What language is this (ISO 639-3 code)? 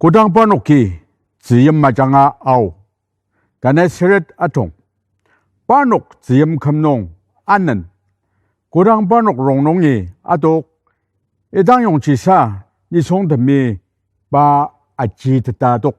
njo